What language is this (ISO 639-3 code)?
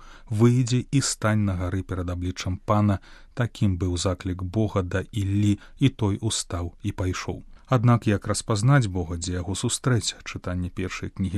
bel